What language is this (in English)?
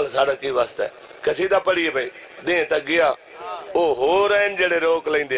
Urdu